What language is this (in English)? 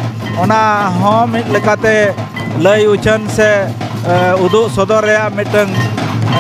Santali